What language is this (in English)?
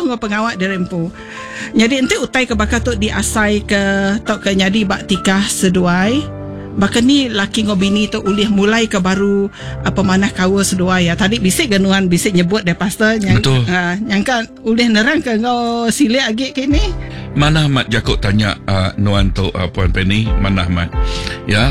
Iban